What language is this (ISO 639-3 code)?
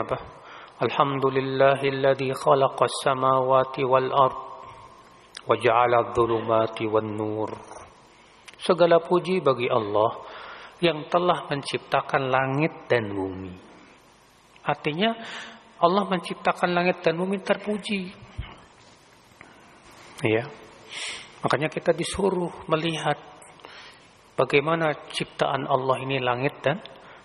ind